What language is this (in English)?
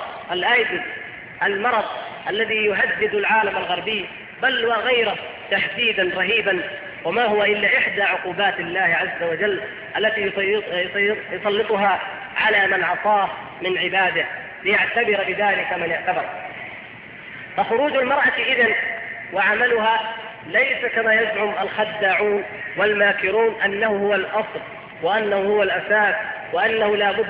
Arabic